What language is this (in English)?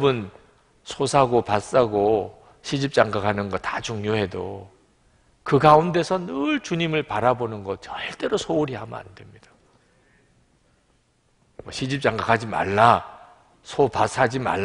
Korean